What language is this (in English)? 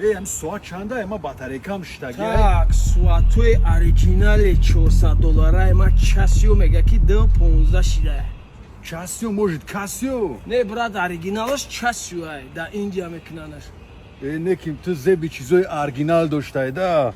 Tajik